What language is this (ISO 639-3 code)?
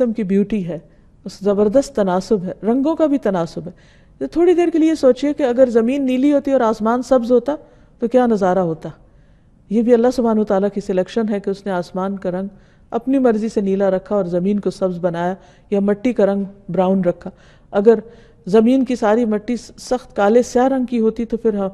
urd